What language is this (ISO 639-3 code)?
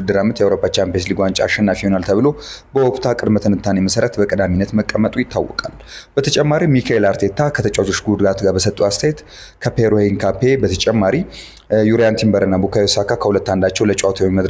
amh